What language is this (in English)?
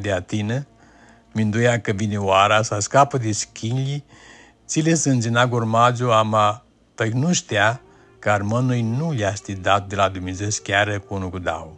Aromanian